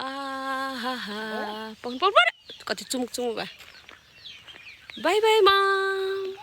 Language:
Nepali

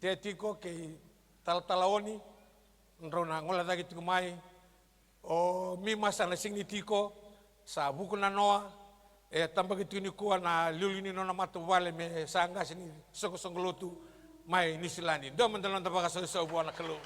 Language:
Fijian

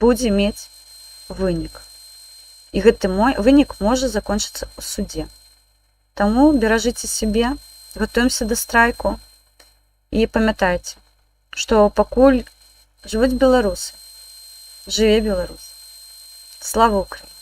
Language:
Belarusian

